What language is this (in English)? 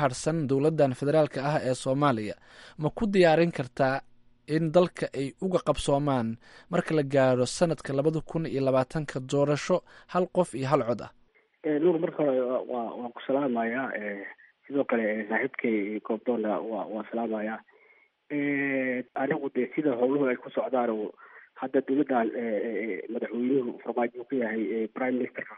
Somali